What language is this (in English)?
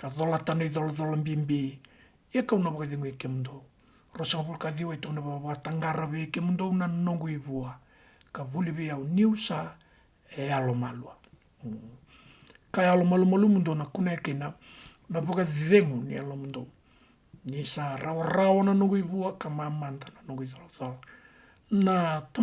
Fijian